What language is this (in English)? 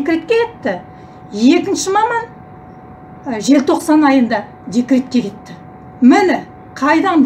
Kazakh